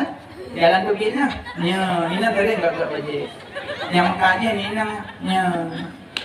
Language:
Achinese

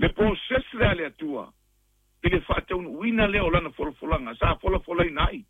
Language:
Samoan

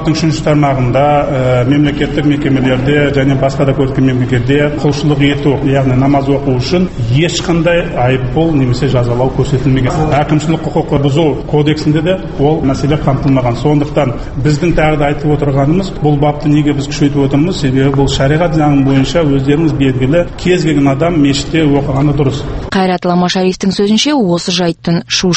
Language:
Kazakh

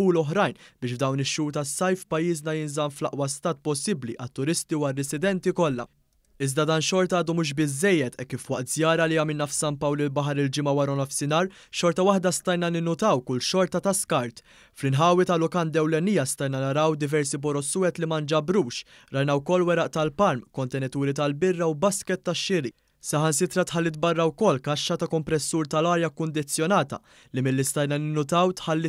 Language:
Maltese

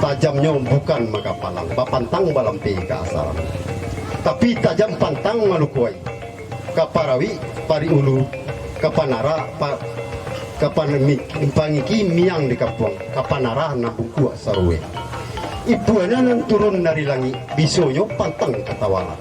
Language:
Minangkabau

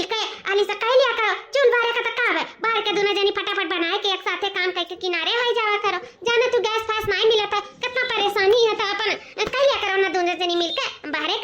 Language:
Awadhi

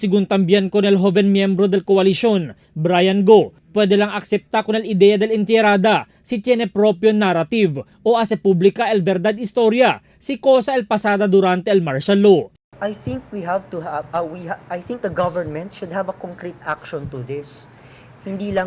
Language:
Chavacano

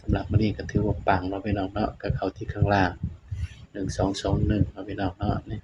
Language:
Northeastern Thai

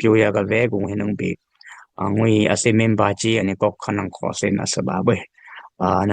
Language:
Dimasa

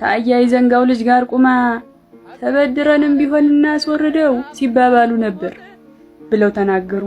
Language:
Amharic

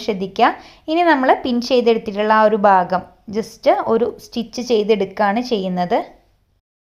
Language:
Malayalam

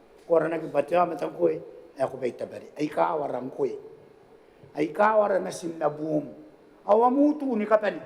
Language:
Gilbertese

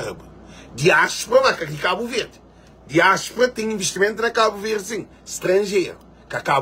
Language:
Kabuverdianu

